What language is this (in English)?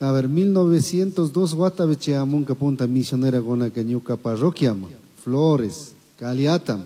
Chimborazo Highland Quichua